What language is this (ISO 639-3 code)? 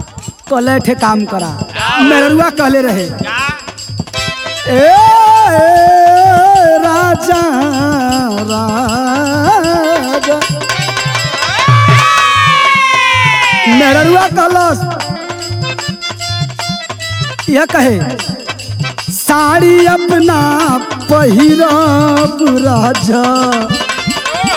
bho